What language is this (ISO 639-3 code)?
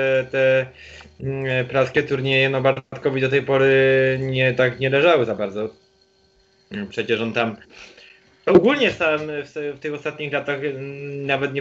pol